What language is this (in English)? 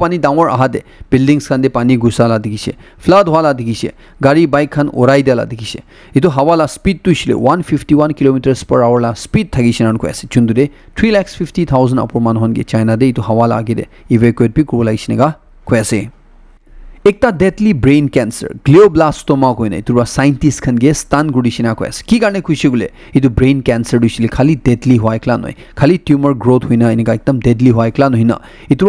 Naga Pidgin